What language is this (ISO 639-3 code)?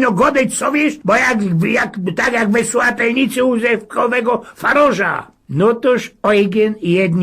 szl